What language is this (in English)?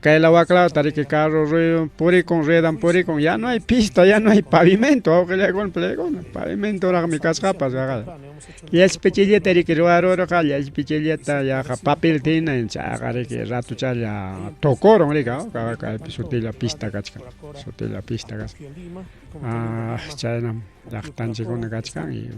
Ayacucho Quechua